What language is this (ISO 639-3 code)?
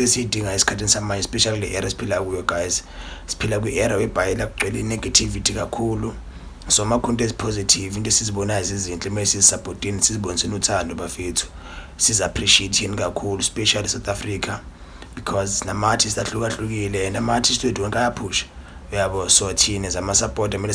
zul